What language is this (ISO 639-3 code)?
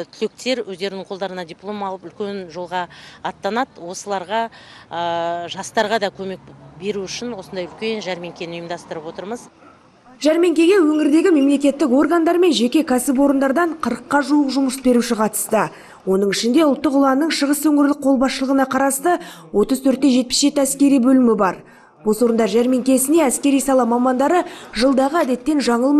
kaz